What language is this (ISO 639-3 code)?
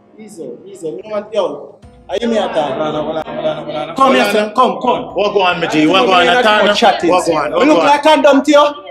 jam